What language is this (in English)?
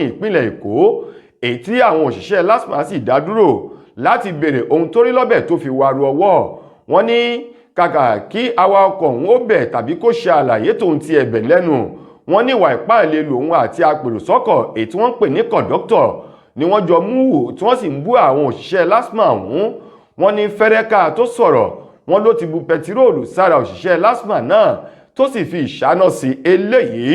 Yoruba